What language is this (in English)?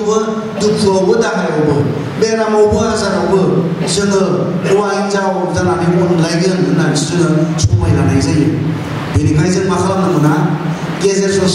Bodo